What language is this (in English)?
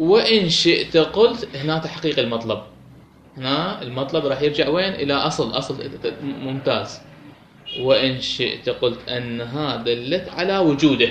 Mesopotamian Arabic